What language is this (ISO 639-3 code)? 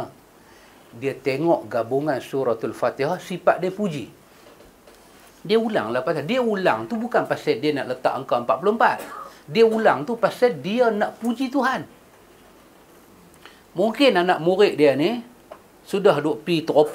msa